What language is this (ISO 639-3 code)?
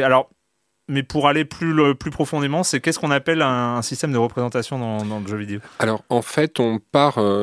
fra